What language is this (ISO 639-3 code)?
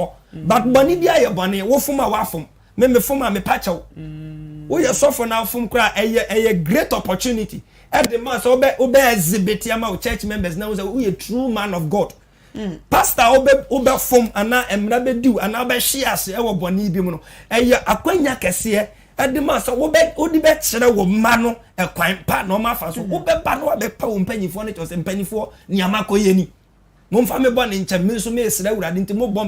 aka